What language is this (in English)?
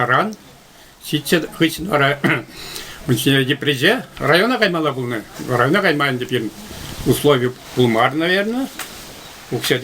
Chuvash